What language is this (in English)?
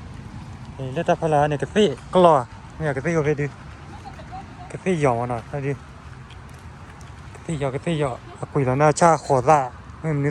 S'gaw Karen